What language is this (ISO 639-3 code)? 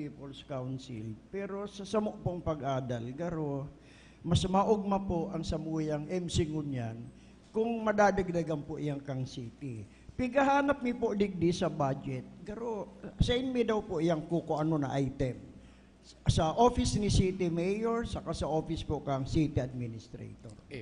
bik